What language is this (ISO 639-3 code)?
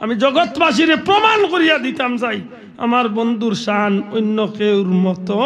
syl